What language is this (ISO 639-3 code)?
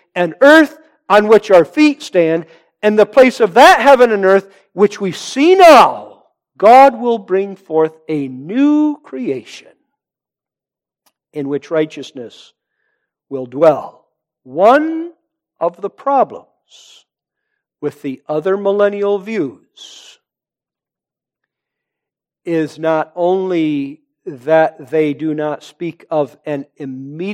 eng